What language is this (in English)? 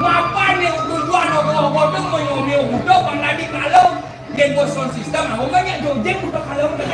Balinese